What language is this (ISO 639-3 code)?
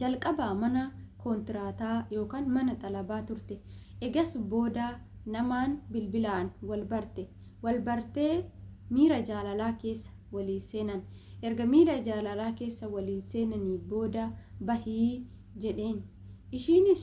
orm